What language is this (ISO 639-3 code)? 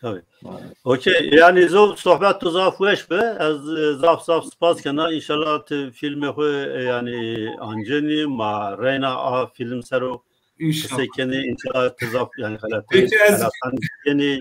zza